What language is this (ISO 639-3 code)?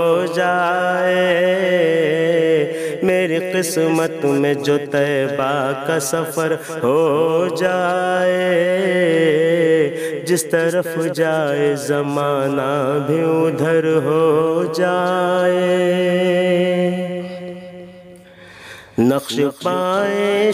urd